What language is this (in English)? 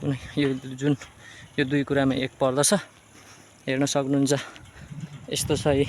Nepali